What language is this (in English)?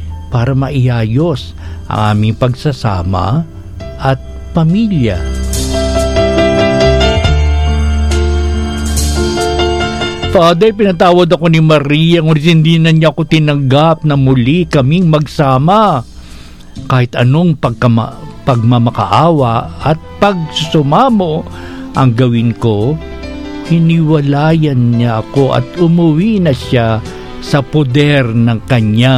Filipino